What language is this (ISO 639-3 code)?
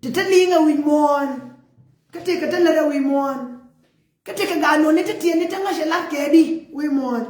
nus